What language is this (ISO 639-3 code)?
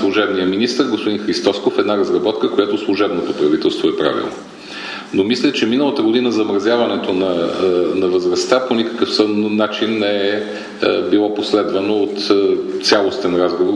bul